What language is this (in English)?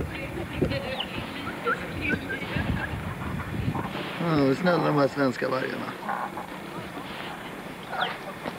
Swedish